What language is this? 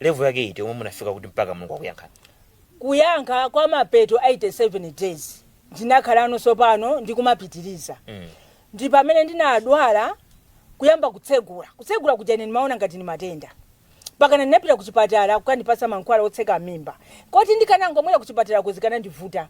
Nyanja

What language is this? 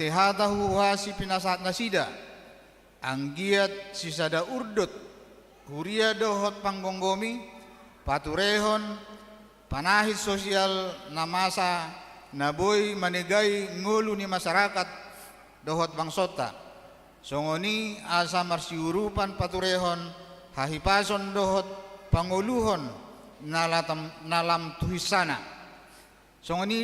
Batak Toba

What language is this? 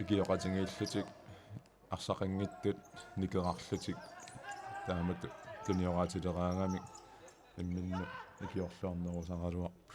Kalaallisut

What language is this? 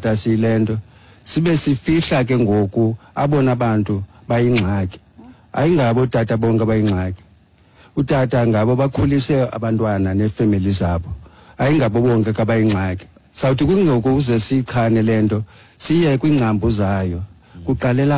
Xhosa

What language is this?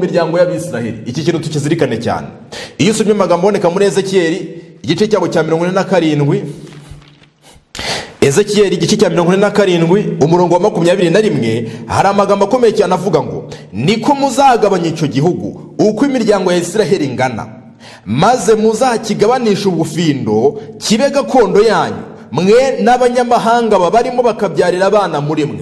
Kinyarwanda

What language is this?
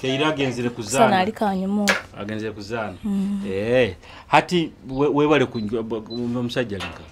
Nyoro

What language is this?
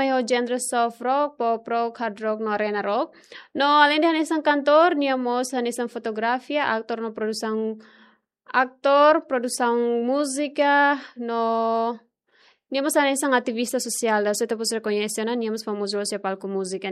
Tetum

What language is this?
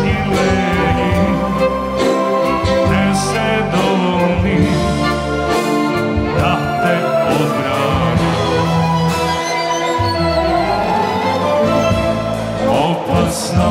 Macedonian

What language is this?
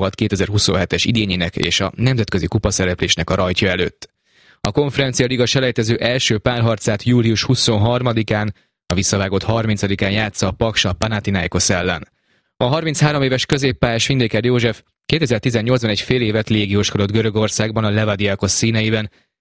Hungarian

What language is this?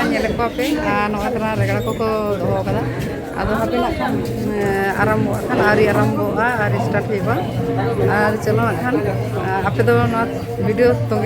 Santali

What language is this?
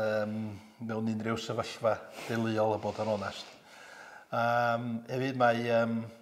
Welsh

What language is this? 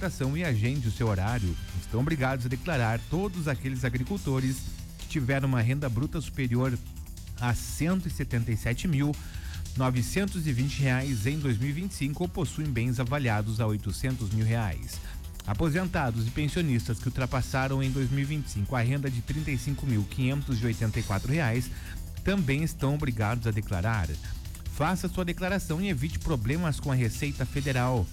Portuguese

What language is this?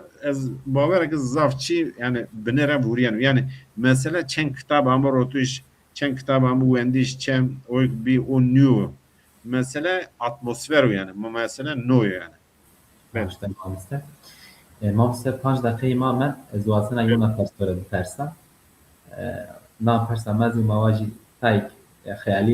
Zaza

